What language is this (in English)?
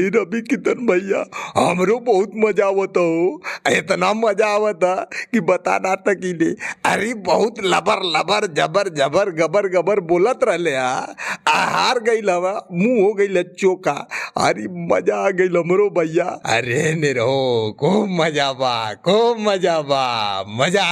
Bhojpuri